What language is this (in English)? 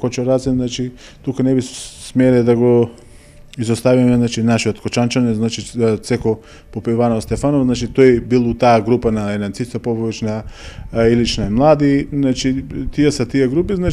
Macedonian